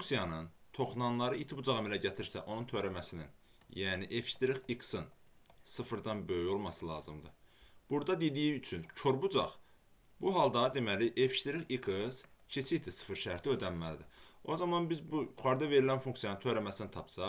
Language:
Azerbaijani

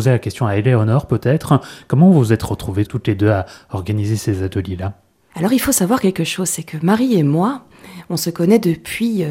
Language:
French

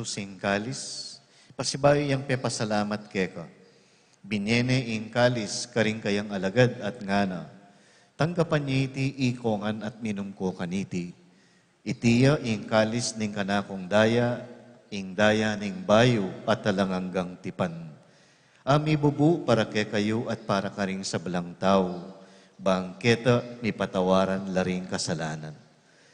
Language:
Pampanga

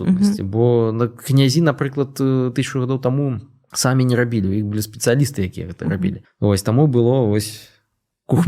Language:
Belarusian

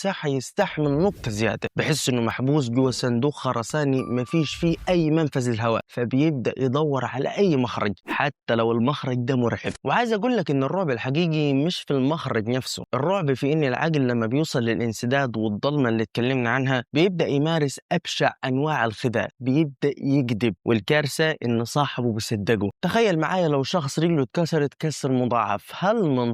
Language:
Egyptian Arabic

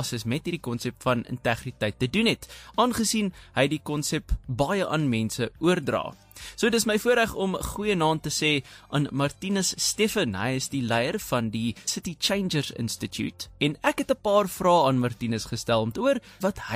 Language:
Afrikaans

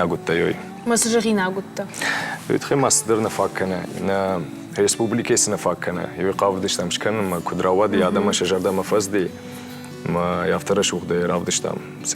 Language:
Ossetic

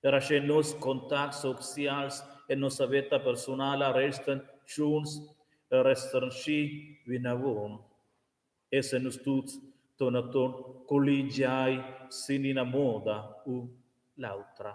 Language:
Romansh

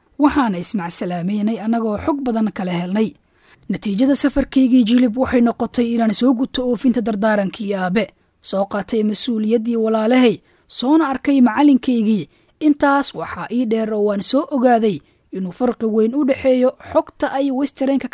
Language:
Somali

